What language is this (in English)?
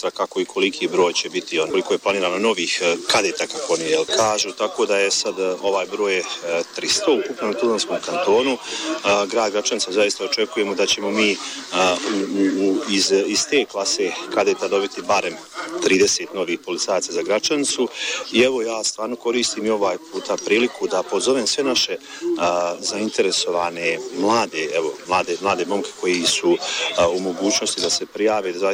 Bosnian